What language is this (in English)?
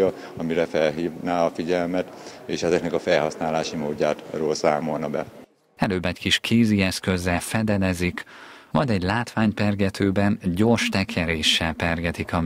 Hungarian